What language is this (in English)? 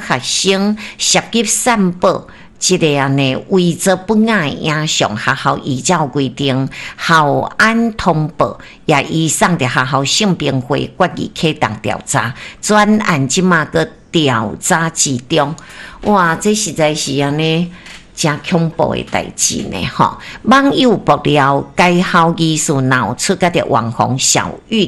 Min Nan Chinese